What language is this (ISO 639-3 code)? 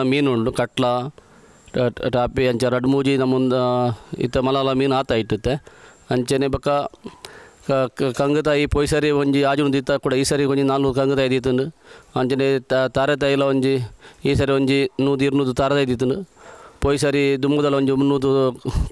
tcy